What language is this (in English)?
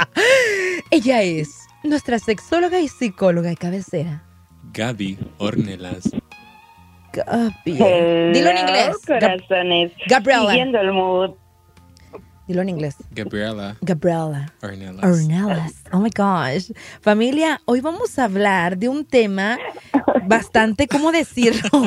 Spanish